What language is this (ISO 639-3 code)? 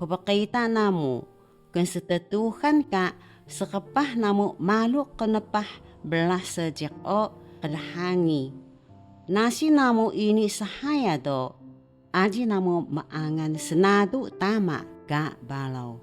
trv